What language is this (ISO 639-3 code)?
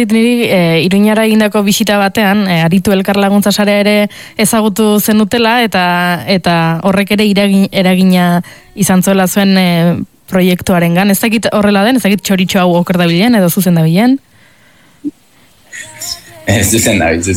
eus